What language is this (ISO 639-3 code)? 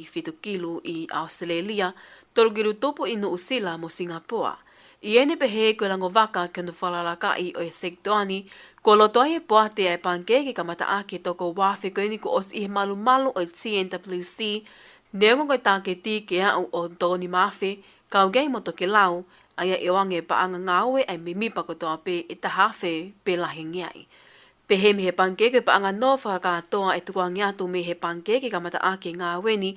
ton